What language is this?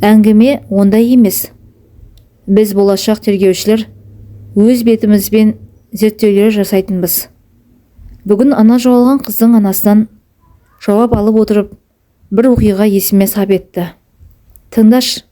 Kazakh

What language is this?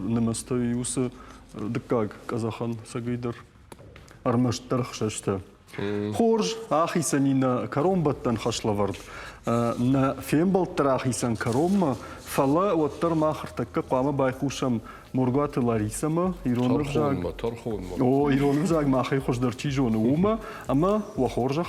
Ossetic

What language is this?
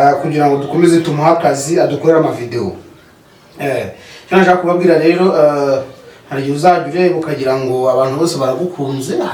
Kinyarwanda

